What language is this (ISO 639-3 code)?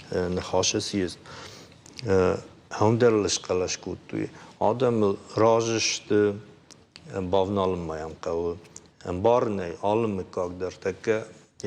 oss